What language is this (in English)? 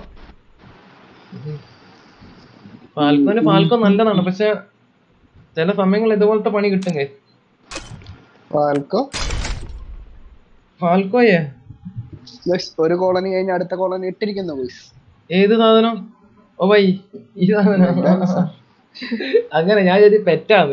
Malayalam